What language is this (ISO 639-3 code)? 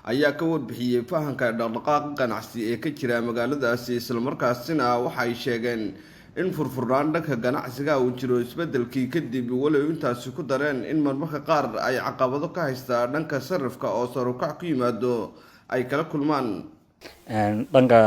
som